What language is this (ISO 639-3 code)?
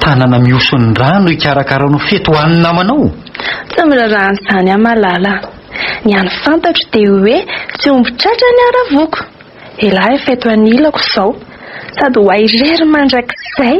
mlg